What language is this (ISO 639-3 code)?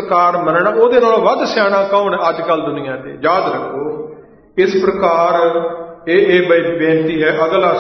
pan